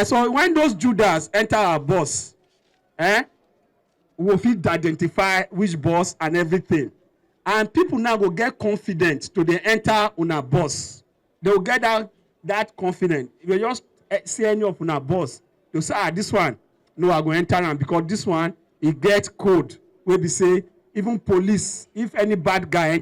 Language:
Nigerian Pidgin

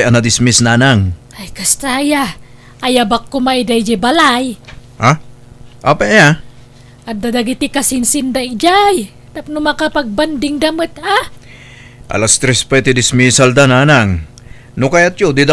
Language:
Iloko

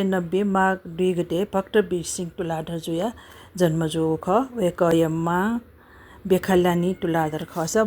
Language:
Newari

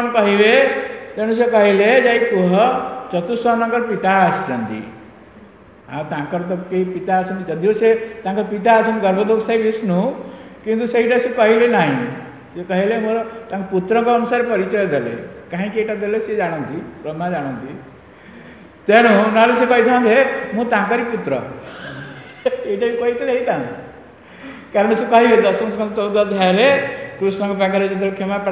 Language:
Odia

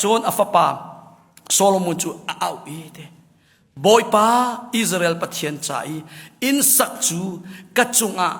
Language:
Hakha Chin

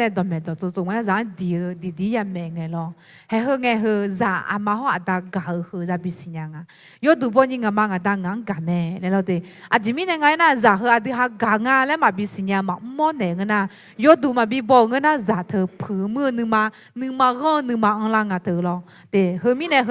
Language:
Akha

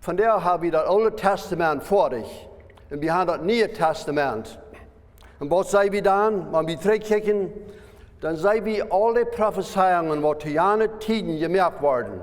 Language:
Plautdietsch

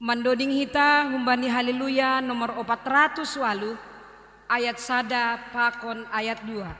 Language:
Batak Simalungun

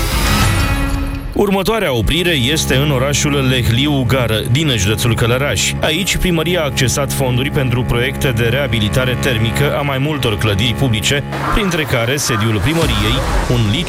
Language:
Romanian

